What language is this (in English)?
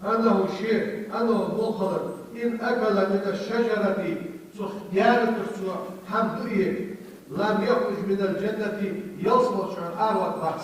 Ingush